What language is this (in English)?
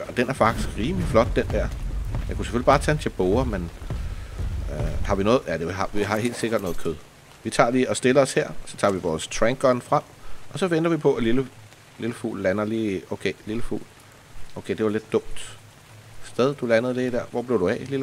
Danish